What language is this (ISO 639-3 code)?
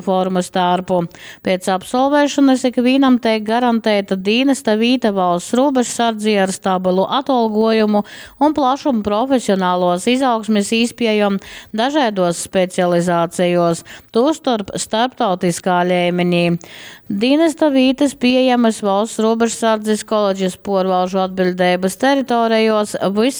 ltg